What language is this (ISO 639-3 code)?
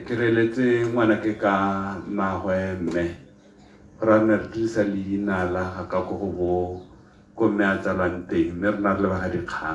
tsn